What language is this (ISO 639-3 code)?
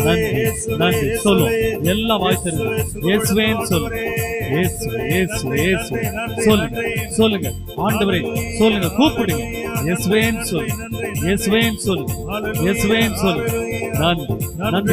tam